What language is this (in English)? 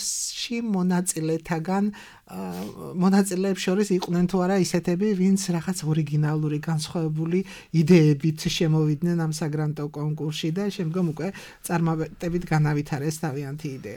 Georgian